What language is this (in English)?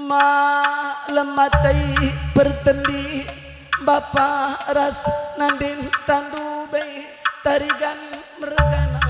Batak Karo